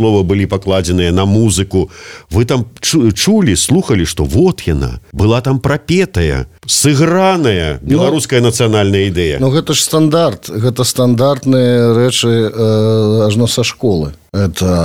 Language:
Belarusian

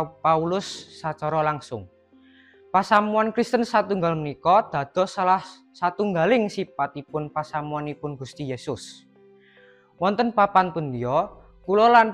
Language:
Javanese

